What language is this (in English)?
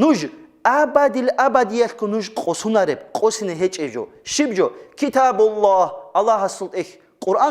Avaric